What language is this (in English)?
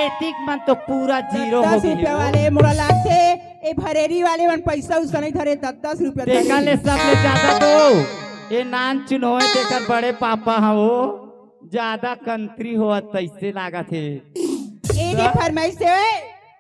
Chhattisgarhi